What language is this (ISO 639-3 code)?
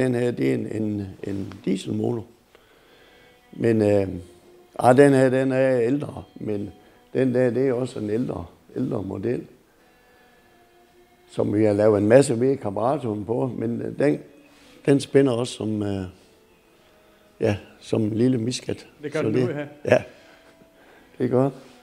dan